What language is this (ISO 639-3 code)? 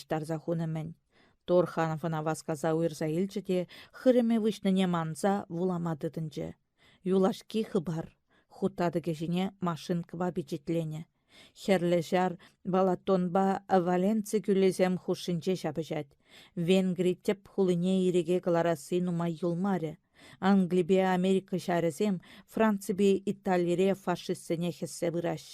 chv